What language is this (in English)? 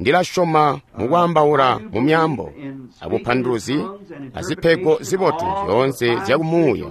Tonga (Zambia)